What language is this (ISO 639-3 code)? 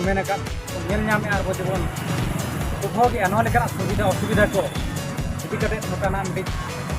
sat